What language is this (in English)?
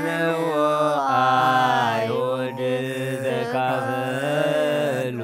Geez